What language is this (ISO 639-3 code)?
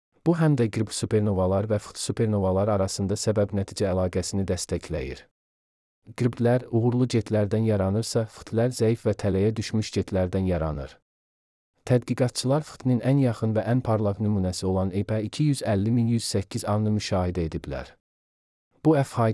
aze